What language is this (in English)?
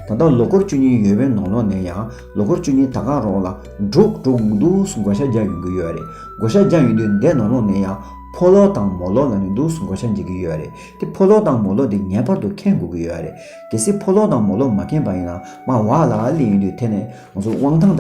Tibetan